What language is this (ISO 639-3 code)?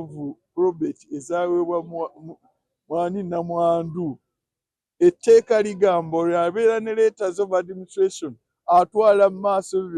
lug